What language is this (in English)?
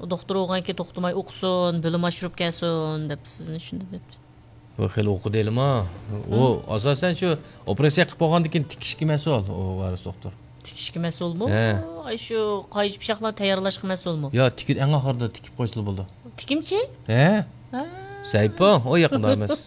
Uyghur